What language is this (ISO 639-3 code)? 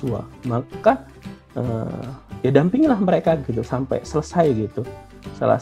ind